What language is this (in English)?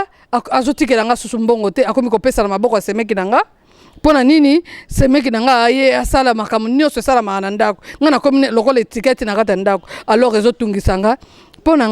Lingala